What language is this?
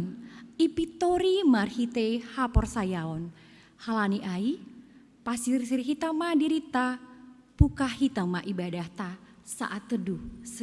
Batak Simalungun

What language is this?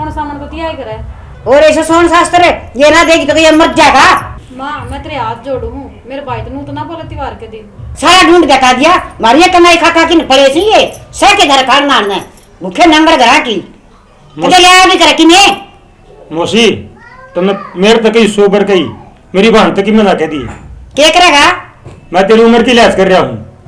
Haryanvi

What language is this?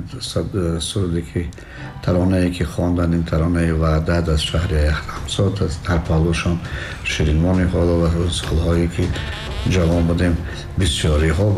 Tajik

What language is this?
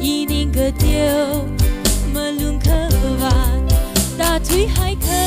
Tangkhul Naga (India)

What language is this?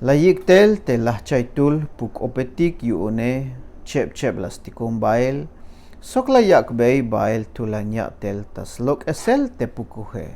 Tzeltal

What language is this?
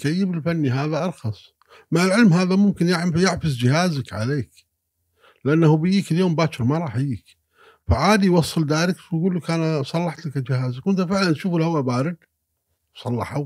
Gulf Arabic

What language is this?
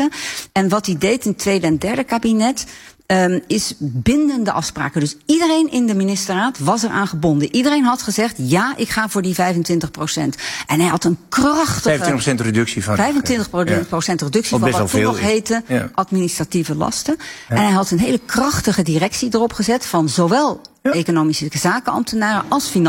Dutch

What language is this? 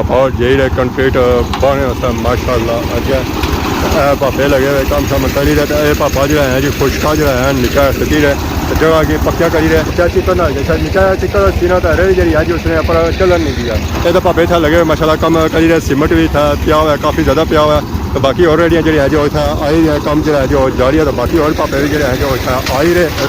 Pahari-Potwari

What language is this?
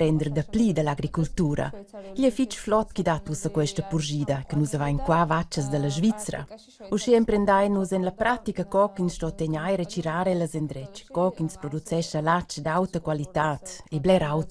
Romansh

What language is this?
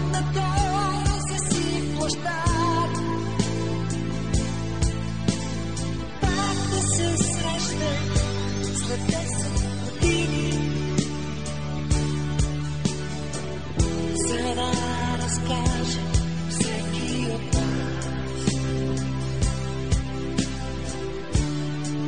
Bulgarian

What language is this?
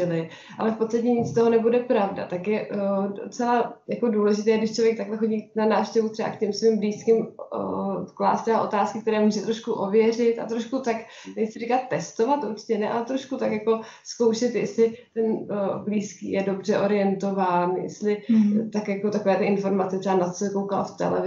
Czech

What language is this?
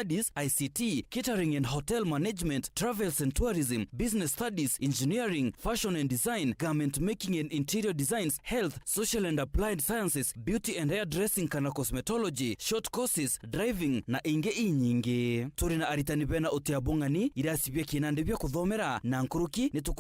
Meru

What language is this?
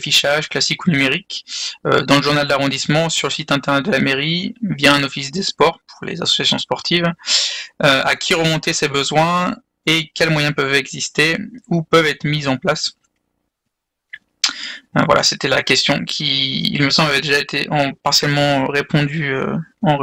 French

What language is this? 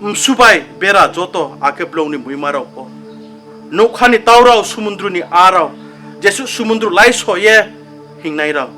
Riang (India)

